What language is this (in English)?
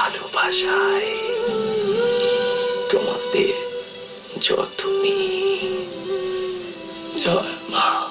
Bangla